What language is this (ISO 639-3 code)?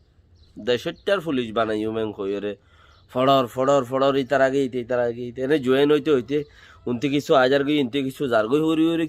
rhg